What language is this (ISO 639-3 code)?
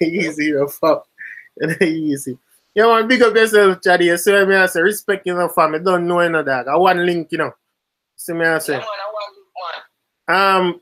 jam